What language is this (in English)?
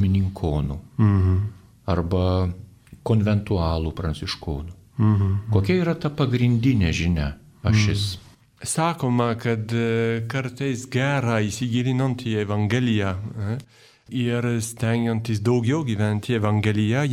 Lithuanian